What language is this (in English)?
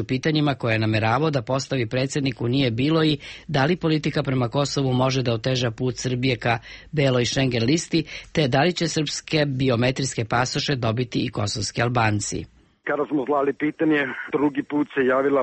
Serbian